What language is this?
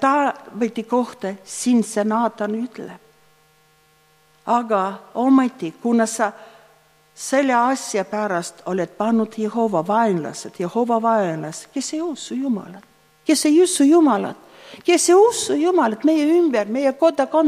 Estonian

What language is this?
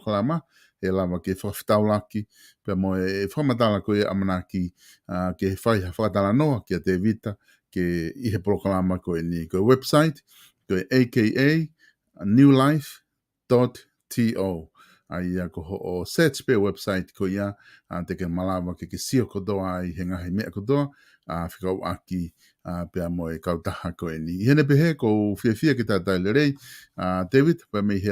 Tongan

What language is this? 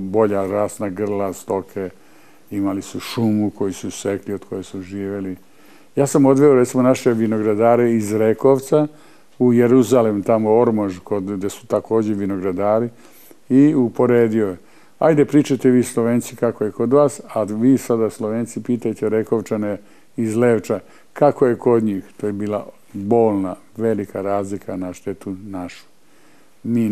Serbian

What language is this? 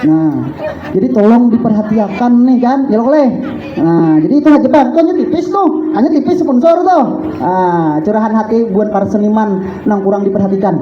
Banjar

